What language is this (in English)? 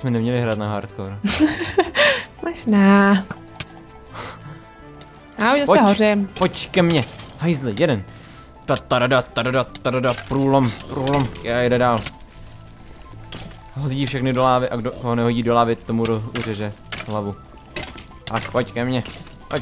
Czech